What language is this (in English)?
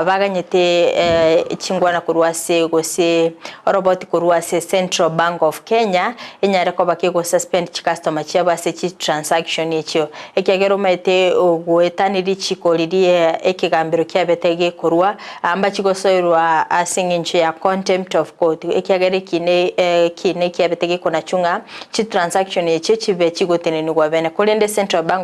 Gusii